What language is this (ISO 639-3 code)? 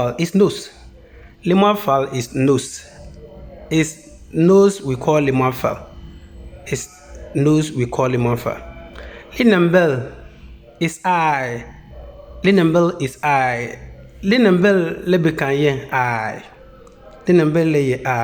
xon